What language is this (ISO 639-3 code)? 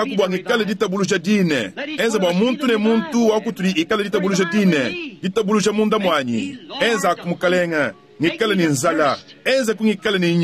lua